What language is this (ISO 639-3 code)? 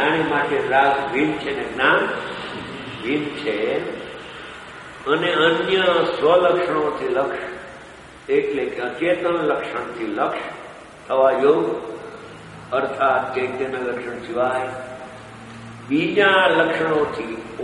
guj